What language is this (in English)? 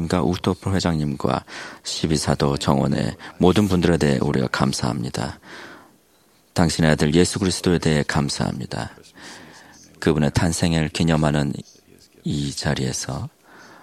Korean